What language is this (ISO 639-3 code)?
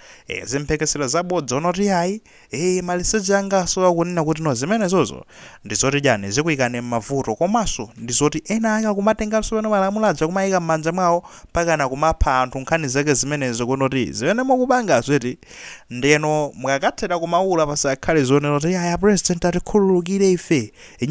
nya